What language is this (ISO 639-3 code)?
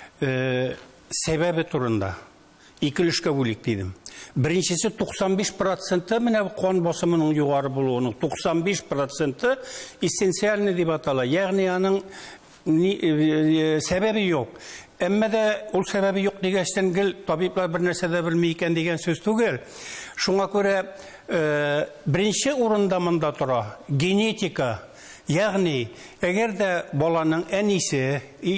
tat